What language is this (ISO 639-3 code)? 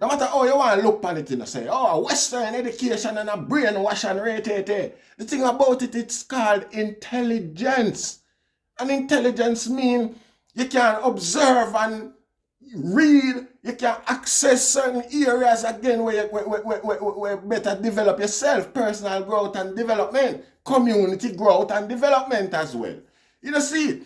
jam